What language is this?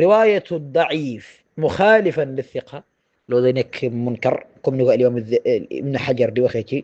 Wolof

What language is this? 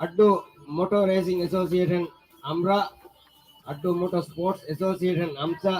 Divehi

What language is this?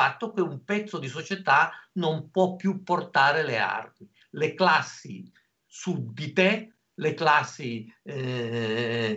Italian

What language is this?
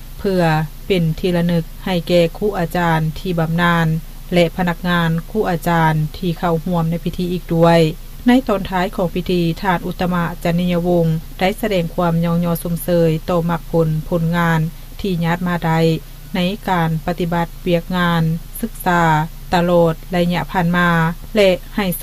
Lao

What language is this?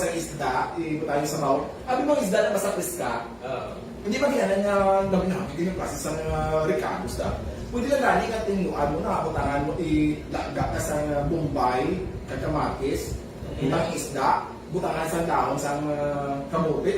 Hiligaynon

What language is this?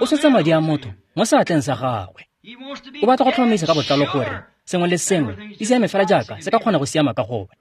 Tswana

